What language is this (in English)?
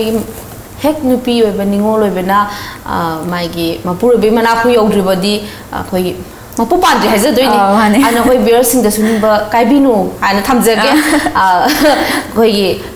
Manipuri